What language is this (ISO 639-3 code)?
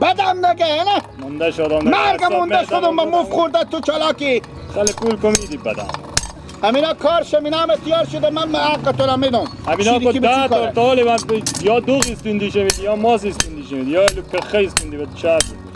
fas